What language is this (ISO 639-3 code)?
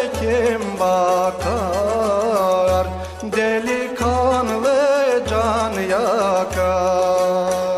tur